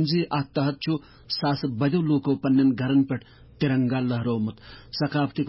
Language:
Kashmiri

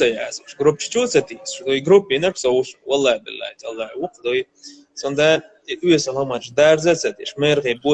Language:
Chechen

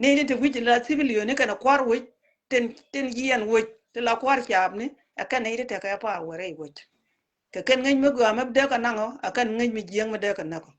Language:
Nuer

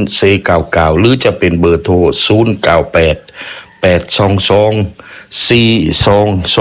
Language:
Thai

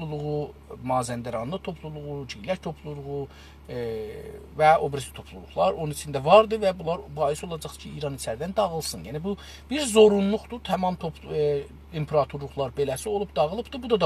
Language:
South Azerbaijani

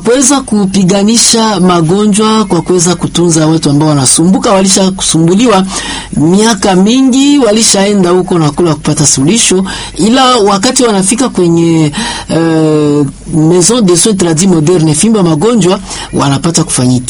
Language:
Swahili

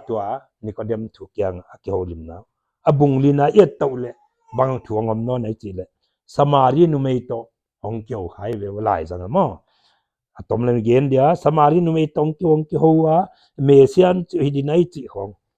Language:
Paite Chin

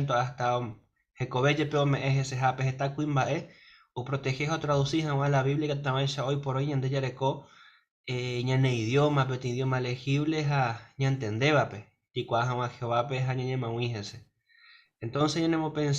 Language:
Guarani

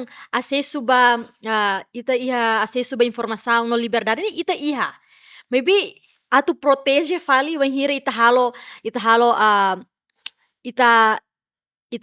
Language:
Tetum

